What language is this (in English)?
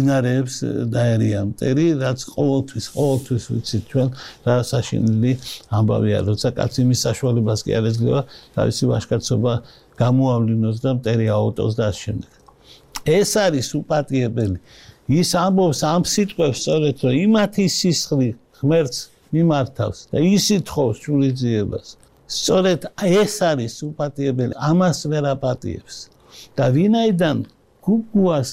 Georgian